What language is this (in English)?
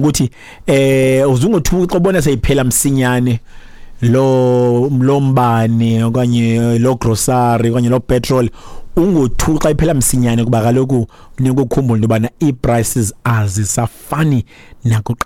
Xhosa